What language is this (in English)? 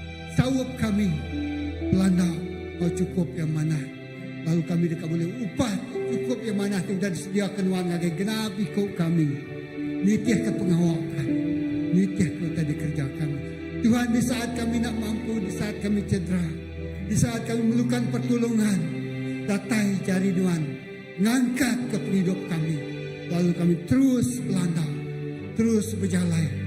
Iban